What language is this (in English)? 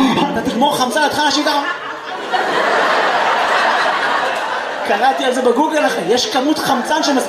Hebrew